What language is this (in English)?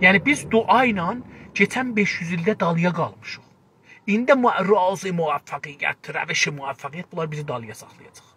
South Azerbaijani